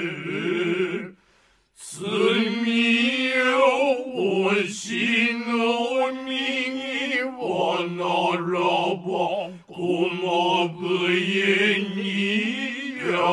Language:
Japanese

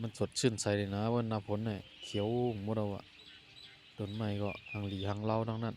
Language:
Shan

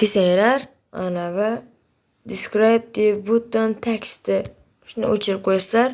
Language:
Uzbek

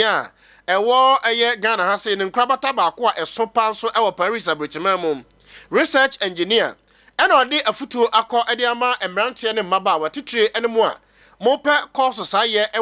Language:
Akan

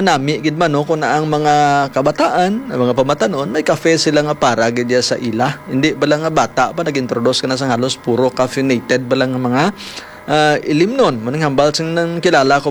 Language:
Hiligaynon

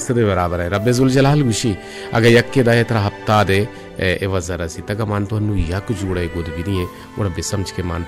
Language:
Baluchi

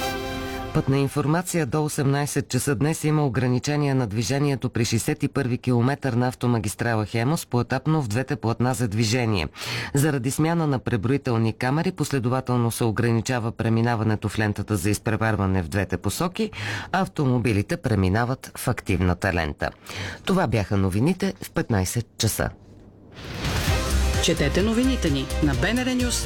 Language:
Bulgarian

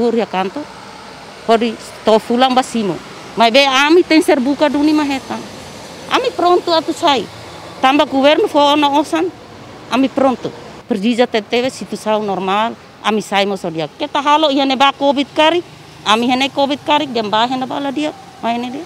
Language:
Tetum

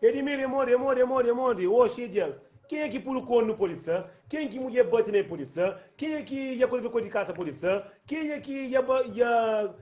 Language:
Kabuverdianu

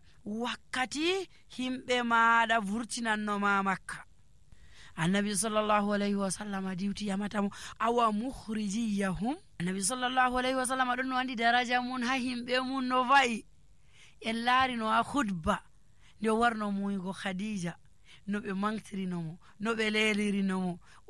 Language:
Nigerian Fulfulde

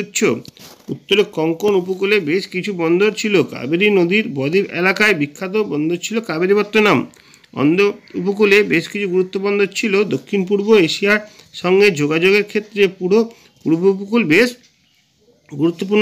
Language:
Bangla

